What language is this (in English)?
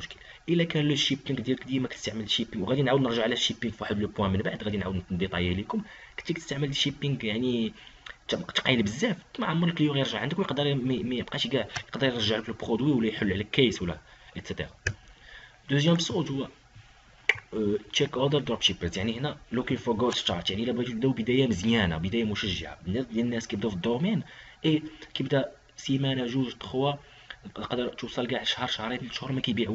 Moroccan Arabic